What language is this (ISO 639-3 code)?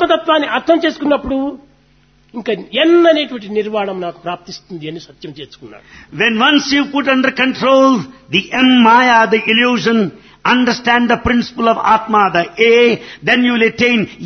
tel